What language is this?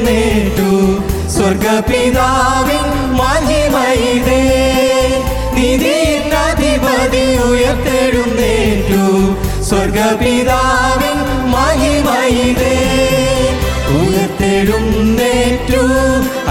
Malayalam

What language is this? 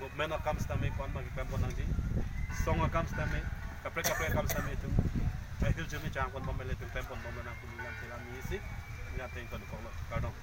Karbi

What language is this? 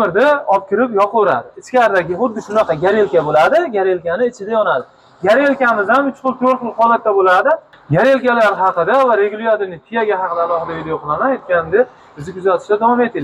Uzbek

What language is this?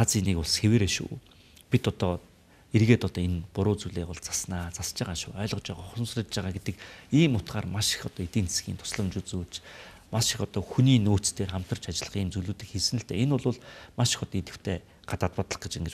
Mongolian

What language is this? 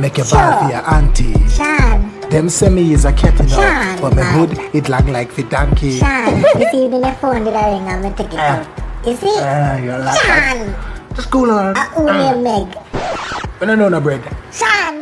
Jamaican Creole English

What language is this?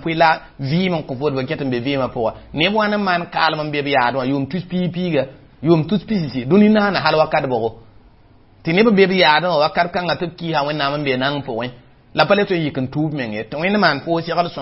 Mossi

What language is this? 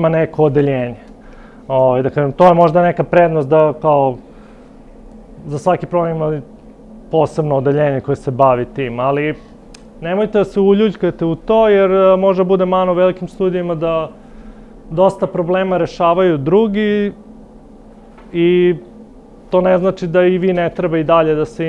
Serbian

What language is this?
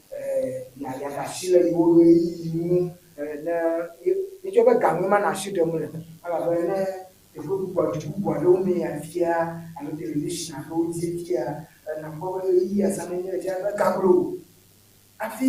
Ewe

